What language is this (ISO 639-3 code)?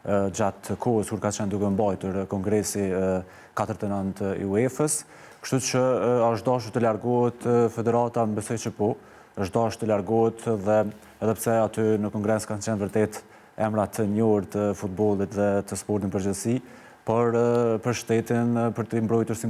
sqi